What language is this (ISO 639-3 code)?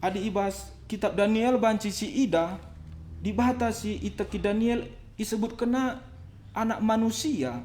btx